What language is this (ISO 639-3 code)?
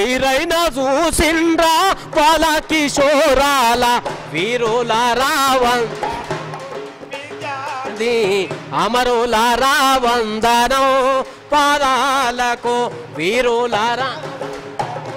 tel